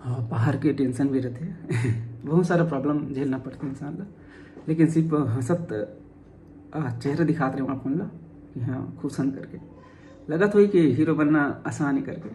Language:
Chhattisgarhi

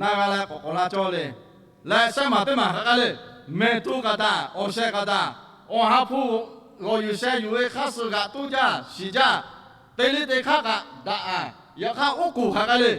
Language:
Lahu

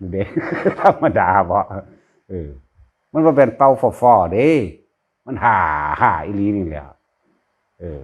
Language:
Northeastern Thai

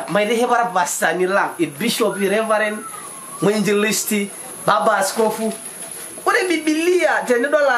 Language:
Masai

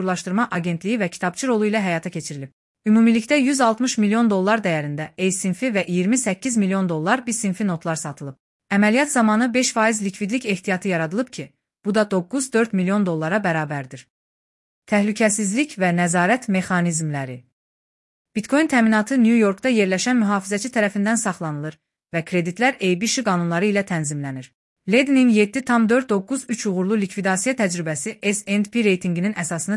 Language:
Azerbaijani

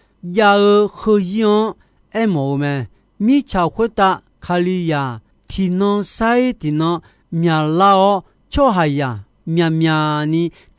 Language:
Akha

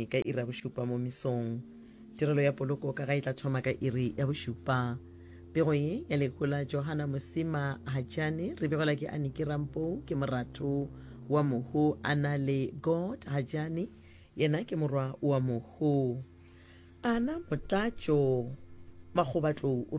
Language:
Northern Sotho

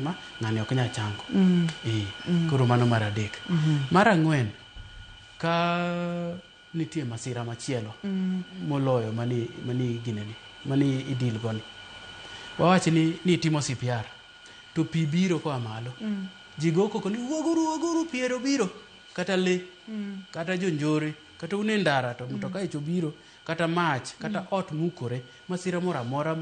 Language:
Luo (Kenya and Tanzania)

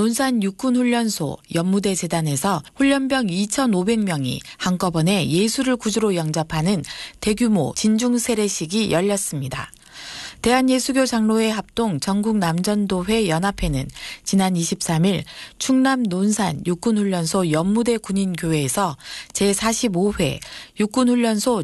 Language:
Korean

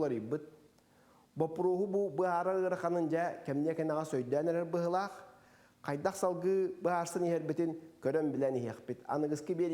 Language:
Yakut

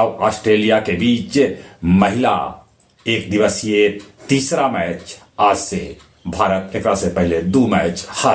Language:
Magahi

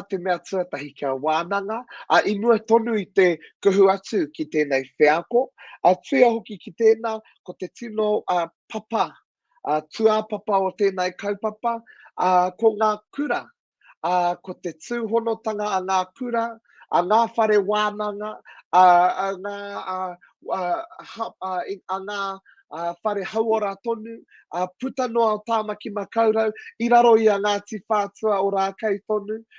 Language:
Māori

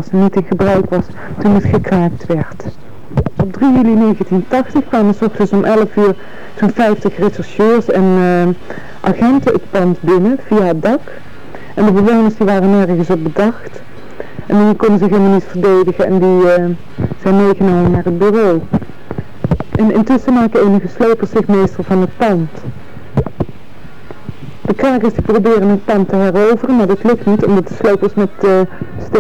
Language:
Dutch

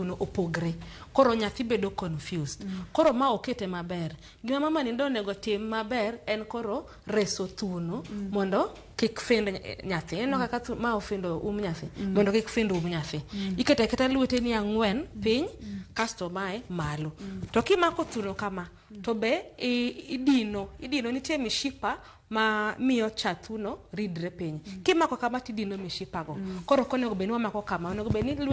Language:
Luo (Kenya and Tanzania)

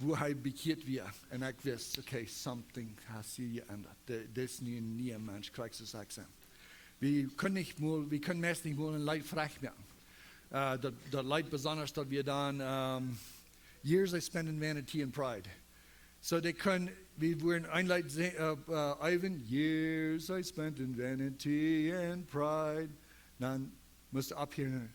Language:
Plautdietsch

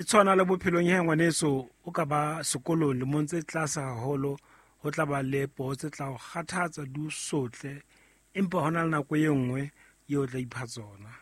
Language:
Southern Sotho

